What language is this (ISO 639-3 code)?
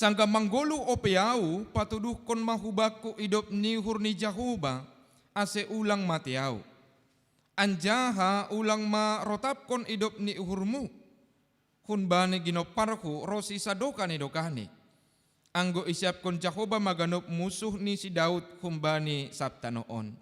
bts